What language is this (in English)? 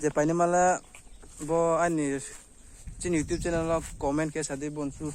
Riang (India)